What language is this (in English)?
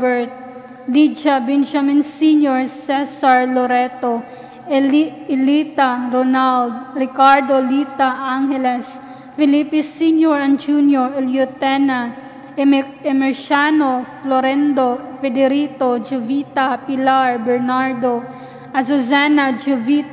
Cebuano